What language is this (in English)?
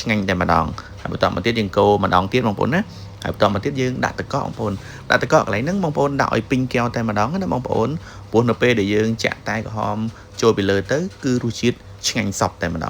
Khmer